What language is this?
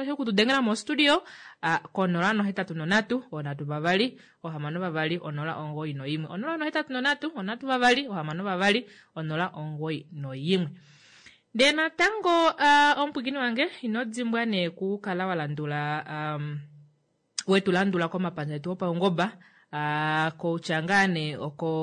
Kuanyama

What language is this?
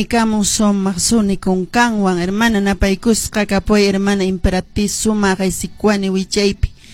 Quechua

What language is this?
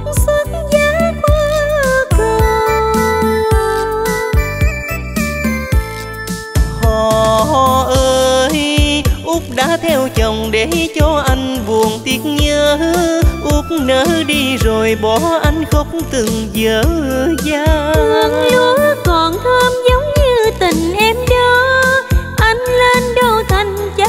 Vietnamese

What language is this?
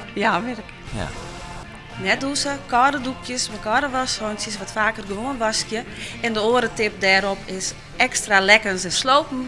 Western Frisian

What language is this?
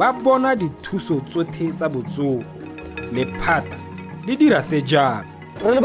Tswana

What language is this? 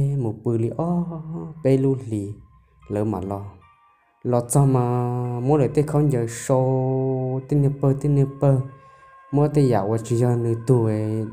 Hmong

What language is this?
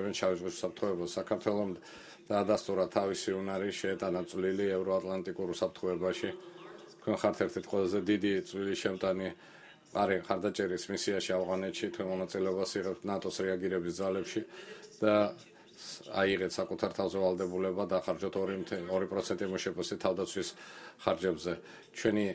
Georgian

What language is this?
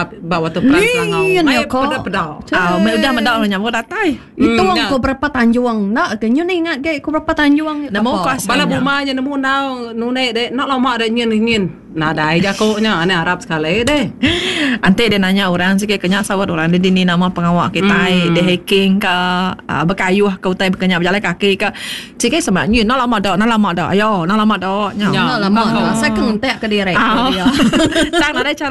Iban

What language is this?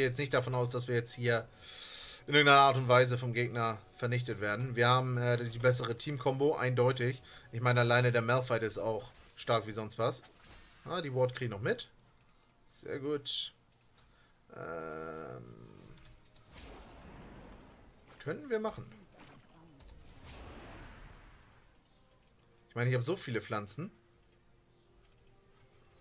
German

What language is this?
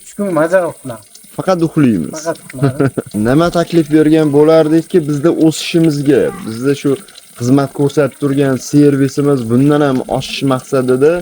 Uzbek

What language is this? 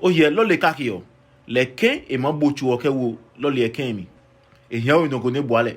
Adangme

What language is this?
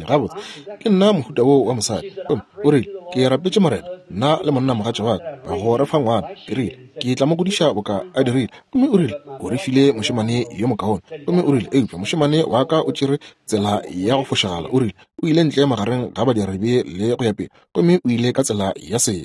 Northern Sotho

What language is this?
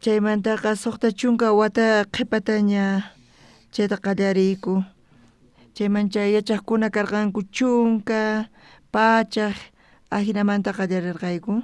South Bolivian Quechua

